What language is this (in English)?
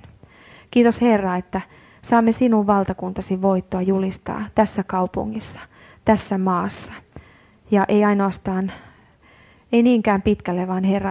Finnish